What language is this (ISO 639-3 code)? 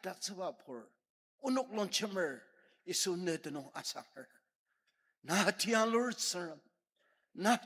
njo